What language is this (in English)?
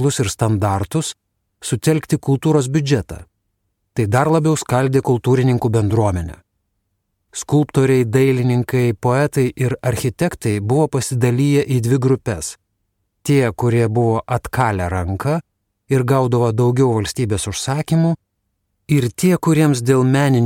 Lithuanian